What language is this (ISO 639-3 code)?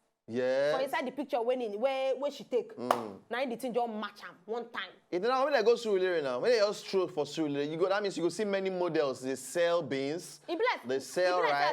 pcm